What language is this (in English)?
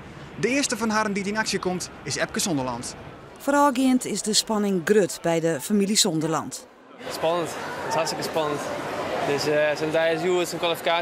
Western Frisian